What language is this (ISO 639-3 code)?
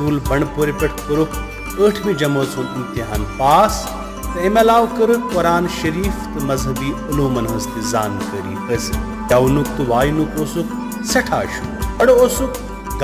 kas